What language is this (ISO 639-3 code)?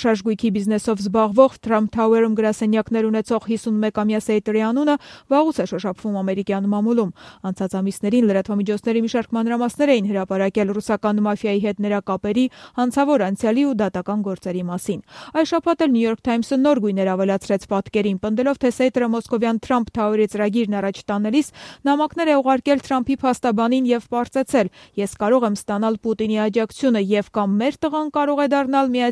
hye